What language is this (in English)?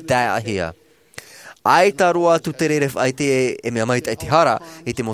Tahitian